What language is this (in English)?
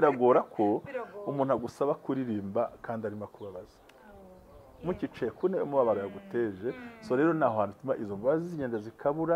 Kinyarwanda